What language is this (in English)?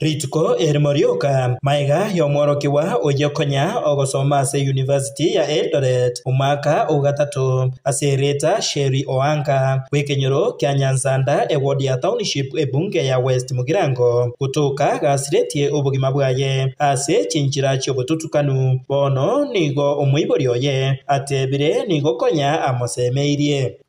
Gusii